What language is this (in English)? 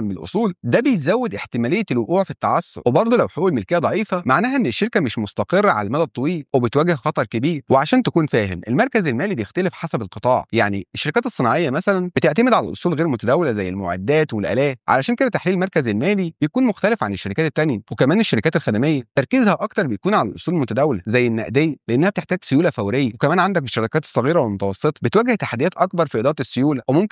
Egyptian Arabic